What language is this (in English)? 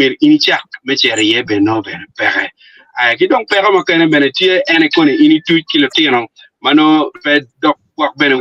Acoli